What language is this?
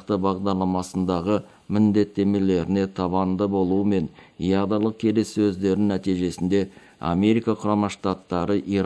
Kazakh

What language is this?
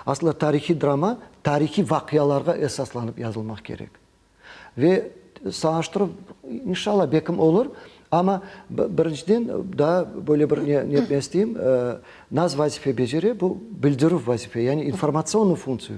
Crimean Tatar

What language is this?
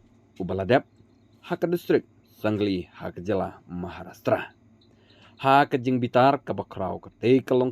Khasi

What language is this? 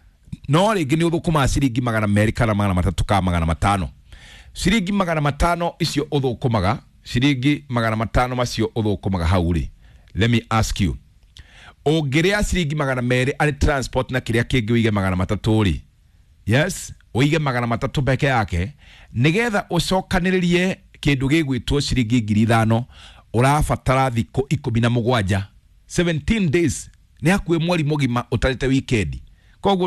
Kikuyu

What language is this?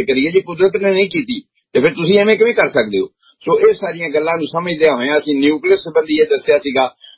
Punjabi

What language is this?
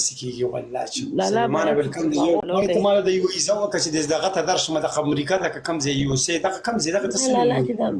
Pashto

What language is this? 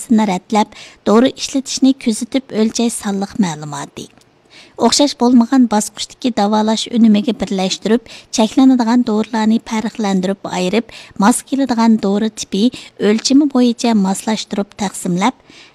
Uyghur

